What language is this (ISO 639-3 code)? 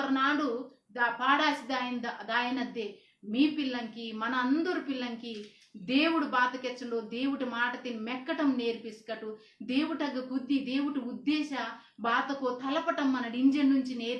kff